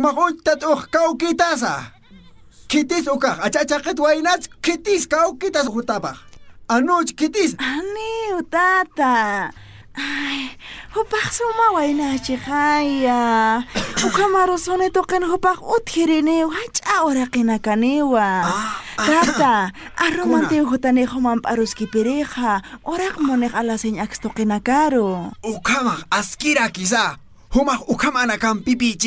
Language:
Aymara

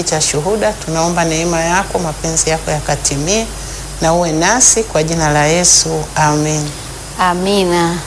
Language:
Swahili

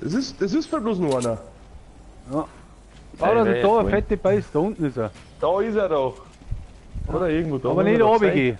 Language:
Bavarian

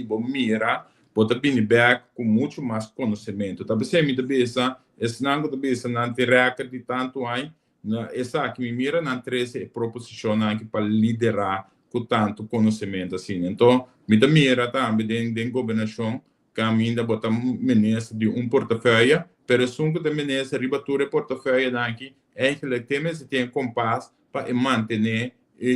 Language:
Papiamento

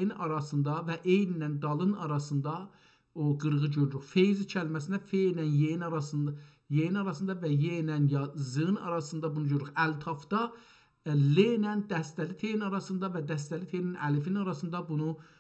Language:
South Azerbaijani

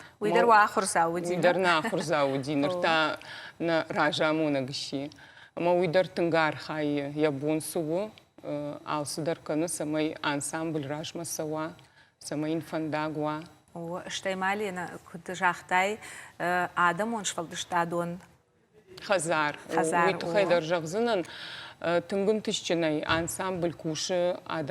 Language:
Ossetic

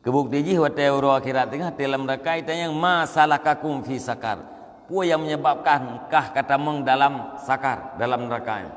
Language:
Achinese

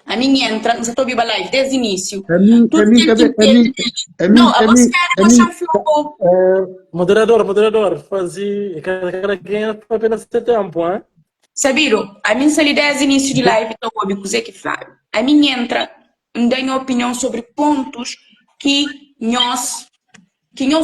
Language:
Kabuverdianu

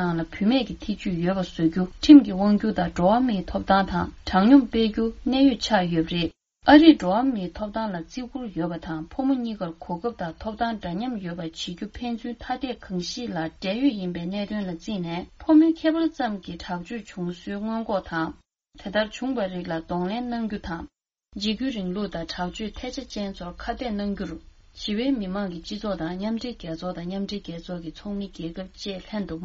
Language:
Tibetan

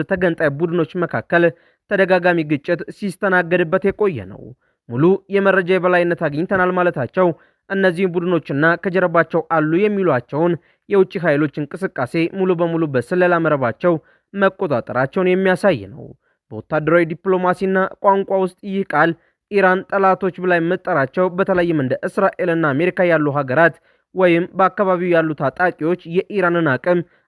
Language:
Amharic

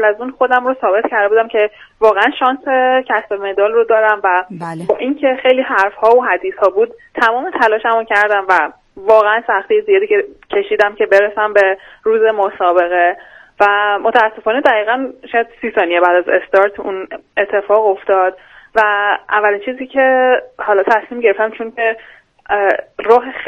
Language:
Persian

